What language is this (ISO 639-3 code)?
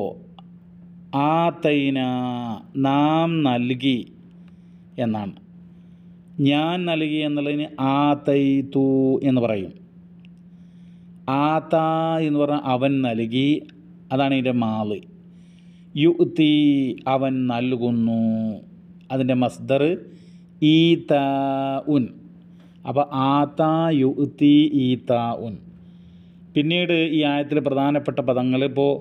mal